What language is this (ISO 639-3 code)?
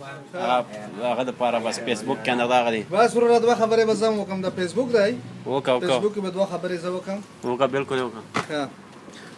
pus